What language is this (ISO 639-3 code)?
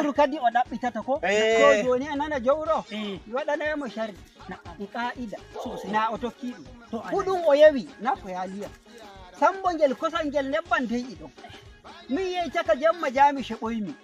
fuv